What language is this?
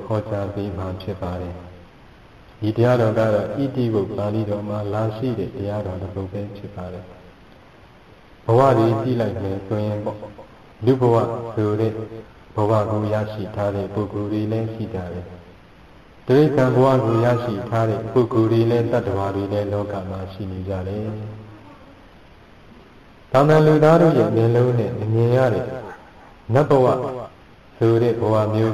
Burmese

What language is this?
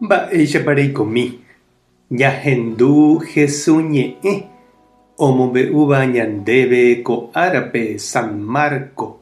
Guarani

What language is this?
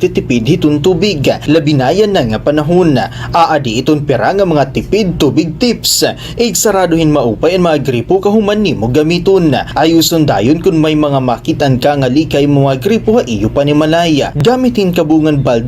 Waray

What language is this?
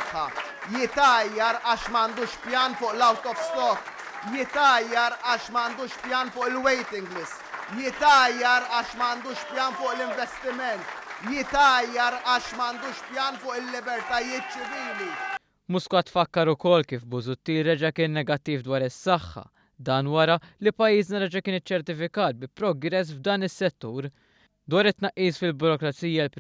Maltese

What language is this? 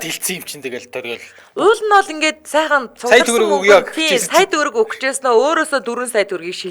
Mongolian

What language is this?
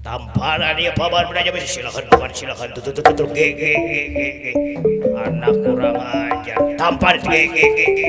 Betawi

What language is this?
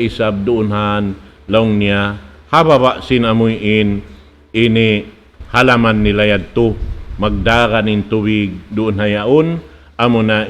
Tausug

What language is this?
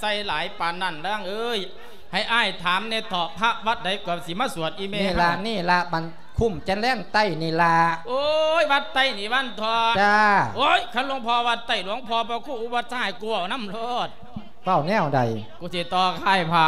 Lao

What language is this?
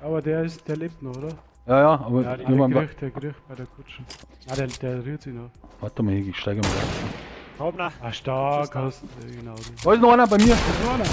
Bavarian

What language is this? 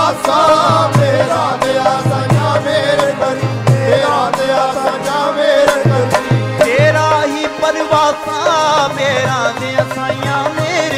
Punjabi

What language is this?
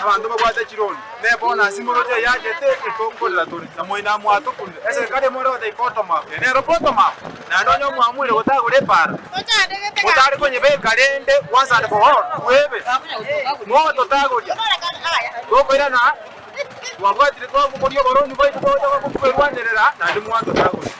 Gusii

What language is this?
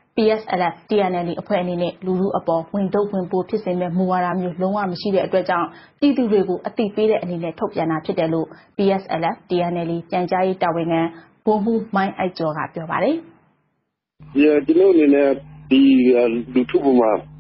Burmese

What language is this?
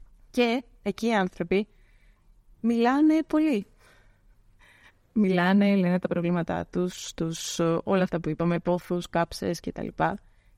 Greek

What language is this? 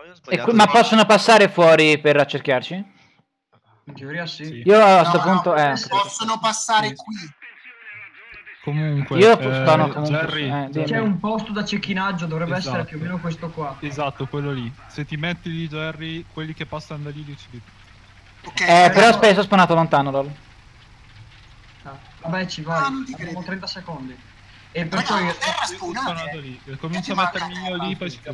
Italian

